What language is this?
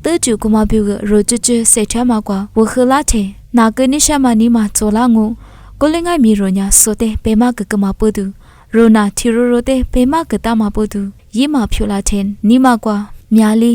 Lisu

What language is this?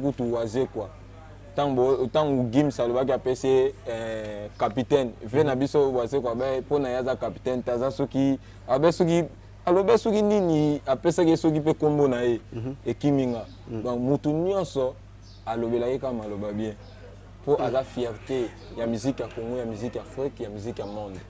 Lingala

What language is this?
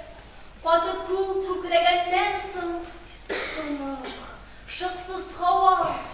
Tatar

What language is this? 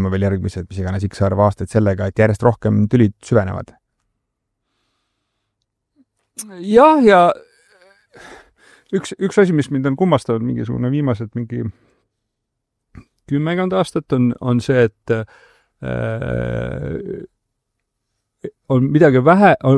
Estonian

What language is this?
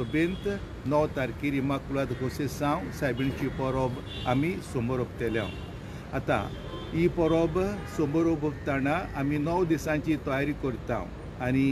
Konkani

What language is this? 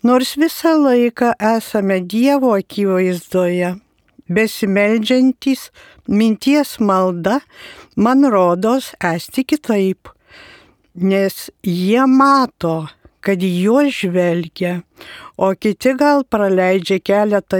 Lithuanian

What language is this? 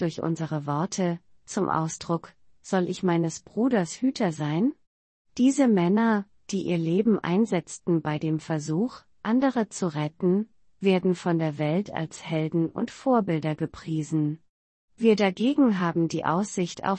German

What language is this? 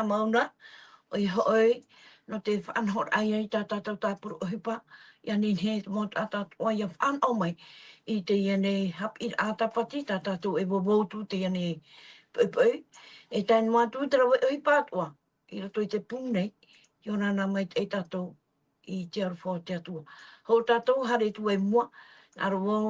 Tahitian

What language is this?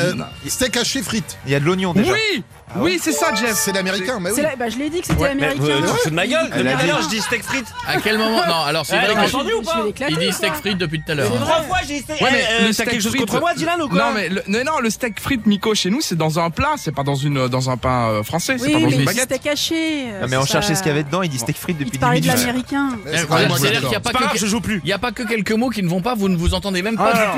French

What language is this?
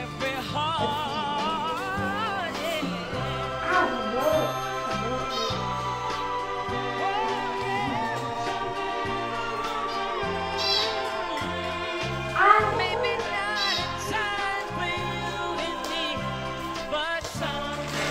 English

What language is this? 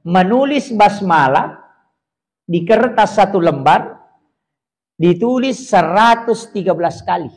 Buginese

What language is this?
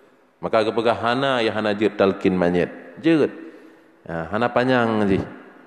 Achinese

